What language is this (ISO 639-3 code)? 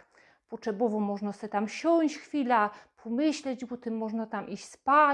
szl